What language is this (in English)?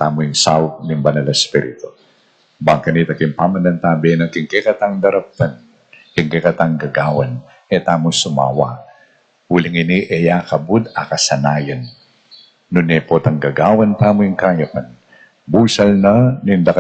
Pampanga